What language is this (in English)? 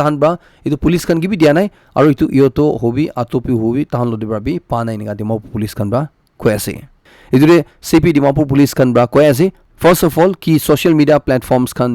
Naga Pidgin